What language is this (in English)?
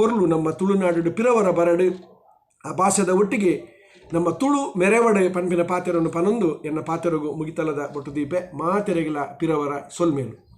Tulu